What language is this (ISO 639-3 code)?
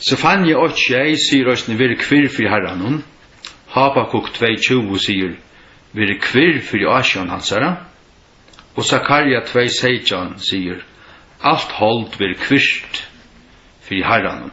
fao